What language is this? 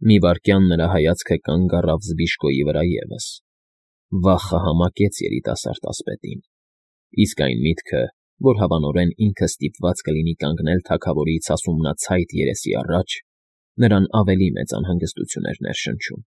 Armenian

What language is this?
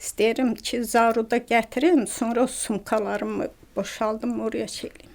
Azerbaijani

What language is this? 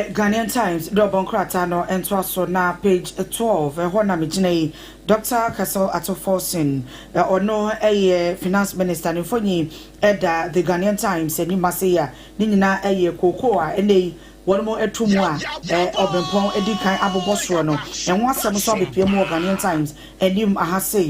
Akan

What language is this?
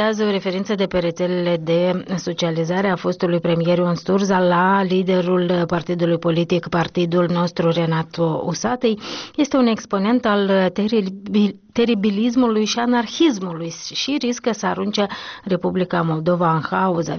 Romanian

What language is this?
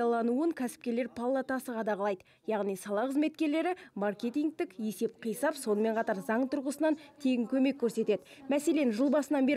Kazakh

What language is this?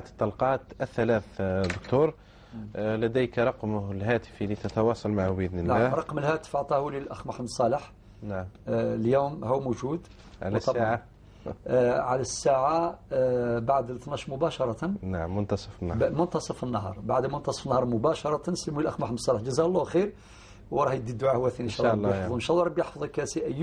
Algerian Arabic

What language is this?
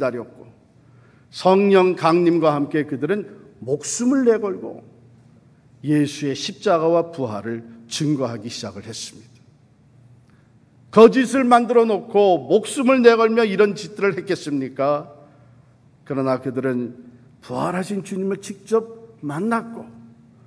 Korean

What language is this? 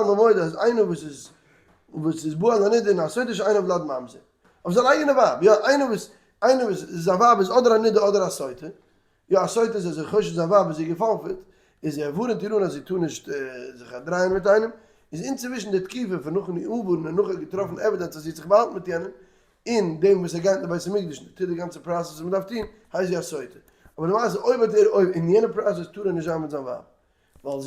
Yiddish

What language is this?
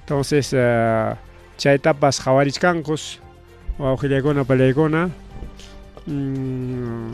Ayacucho Quechua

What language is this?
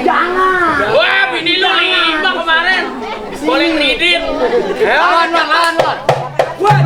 Betawi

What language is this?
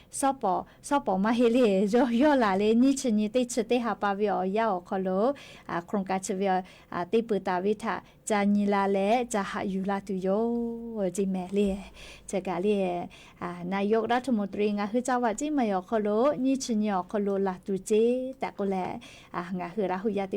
Lahu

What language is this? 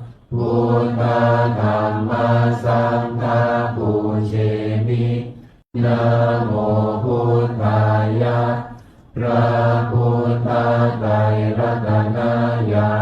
Pali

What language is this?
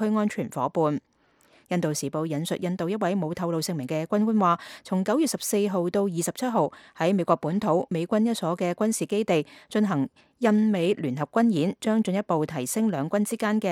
Cantonese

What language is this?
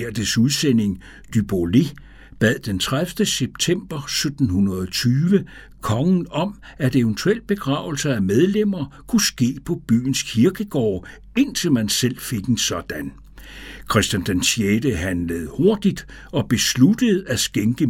Danish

